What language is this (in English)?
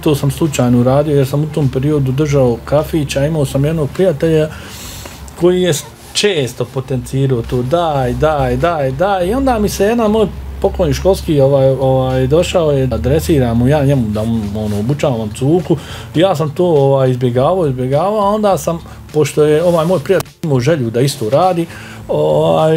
Bosnian